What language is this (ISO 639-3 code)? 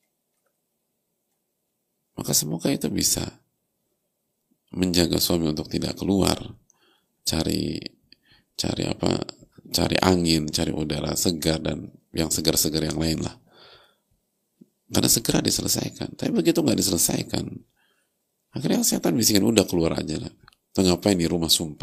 ind